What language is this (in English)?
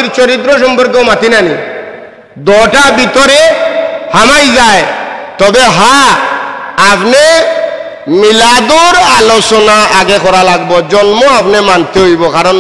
Sylheti